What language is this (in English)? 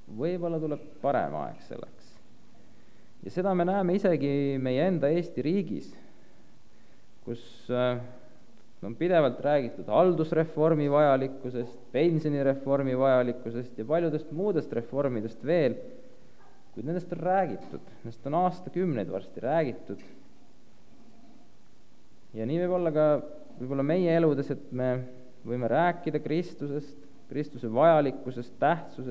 Estonian